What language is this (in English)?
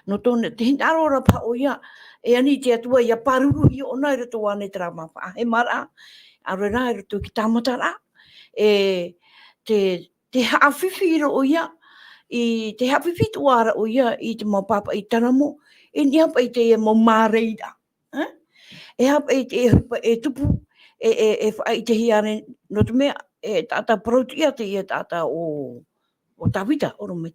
Tahitian